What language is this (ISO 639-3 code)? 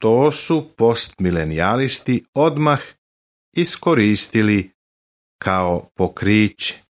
srp